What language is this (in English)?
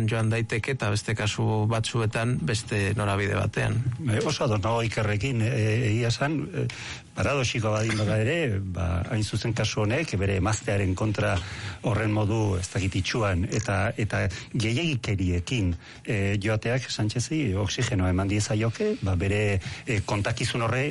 Basque